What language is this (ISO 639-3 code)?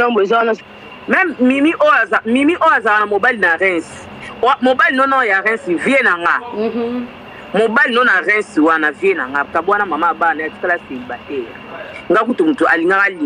lin